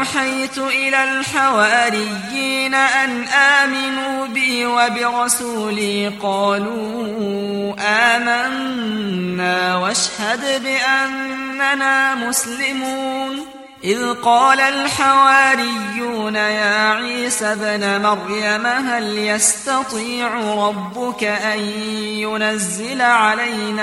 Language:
Arabic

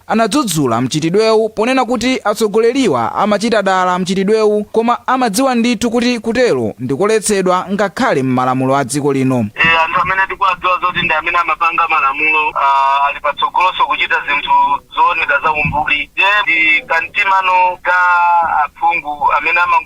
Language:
Nyanja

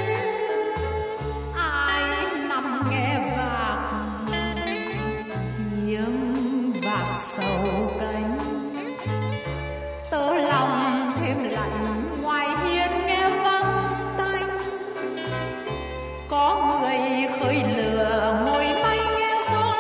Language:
Vietnamese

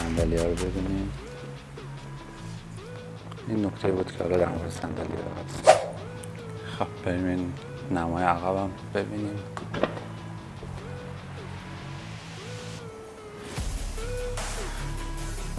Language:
Persian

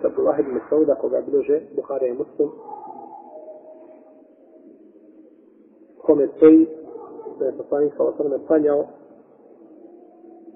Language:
Bosnian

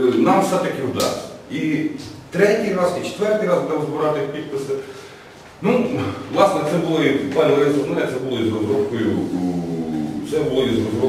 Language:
Ukrainian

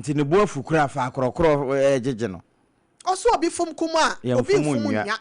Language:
Akan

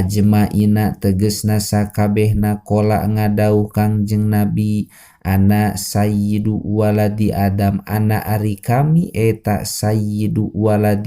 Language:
Sundanese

